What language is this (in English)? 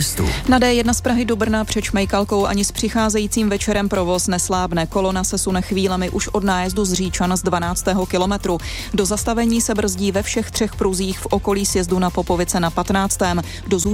Czech